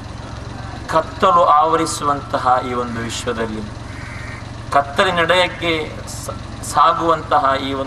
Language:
Kannada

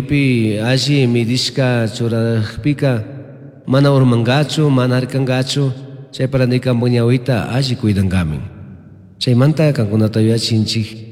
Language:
Chimborazo Highland Quichua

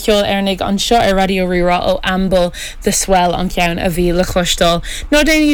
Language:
Irish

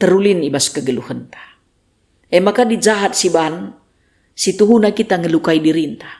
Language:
Batak Karo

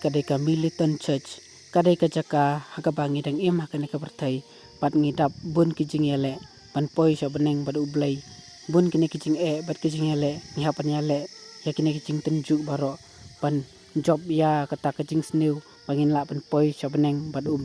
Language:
Khasi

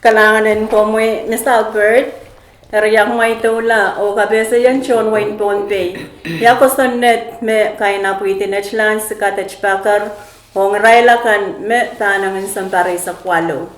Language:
Pohnpeian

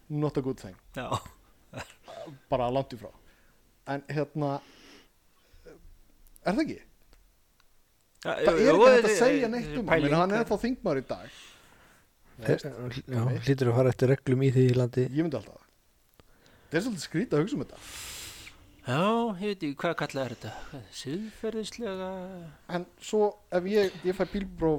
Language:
Icelandic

